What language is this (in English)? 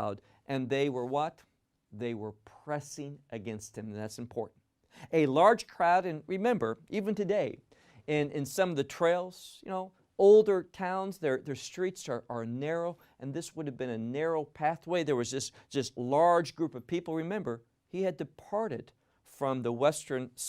English